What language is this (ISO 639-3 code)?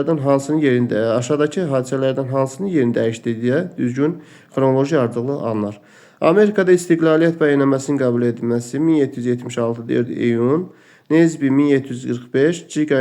aze